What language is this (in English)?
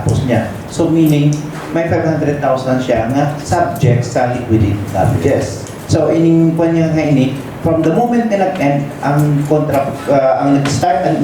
Hiligaynon